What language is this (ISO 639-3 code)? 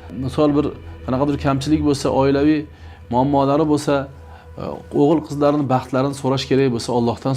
uzb